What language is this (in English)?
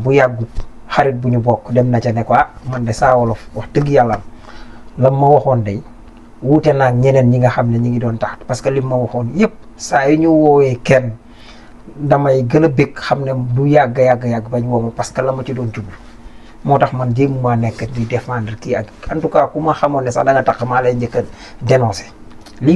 Wolof